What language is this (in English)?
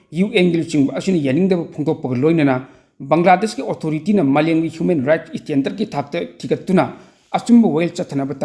Manipuri